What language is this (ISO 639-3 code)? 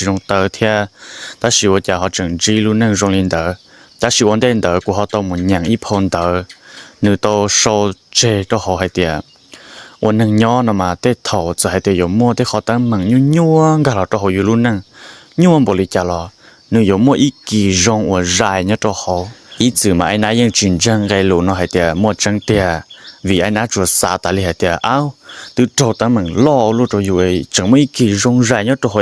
hmn